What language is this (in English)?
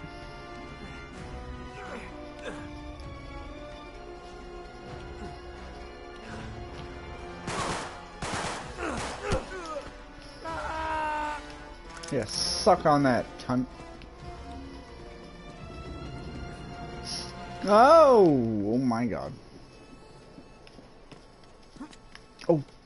English